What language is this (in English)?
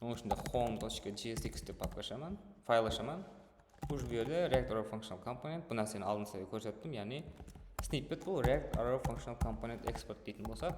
Kara-Kalpak